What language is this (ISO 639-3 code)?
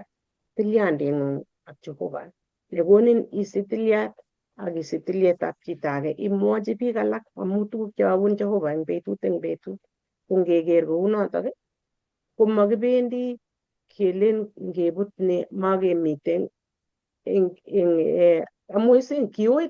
kln